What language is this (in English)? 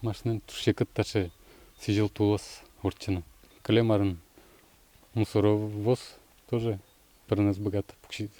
Udmurt